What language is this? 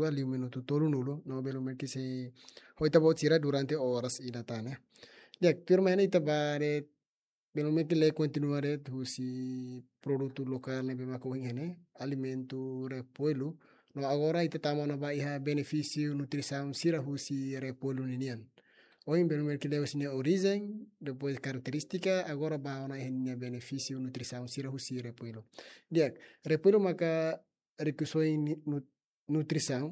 Tetum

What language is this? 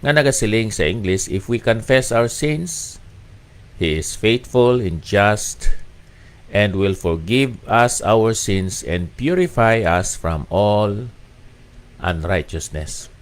Hiligaynon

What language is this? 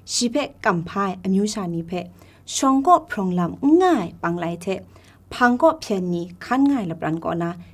Kachin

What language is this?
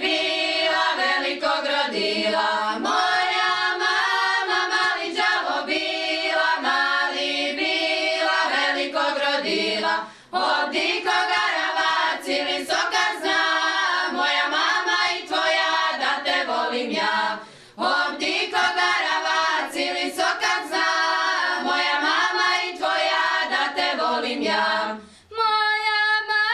Croatian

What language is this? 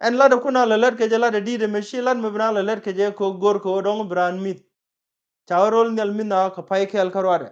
Nuer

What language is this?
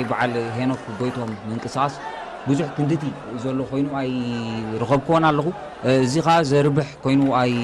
Tigrinya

